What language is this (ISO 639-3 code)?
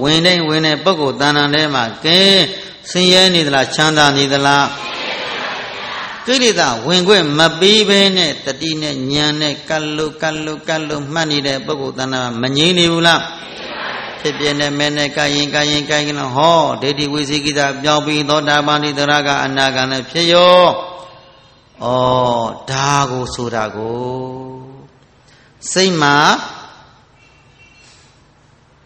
mya